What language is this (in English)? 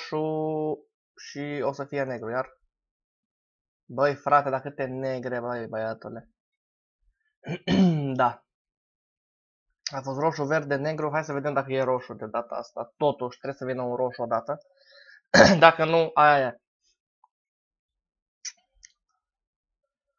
Romanian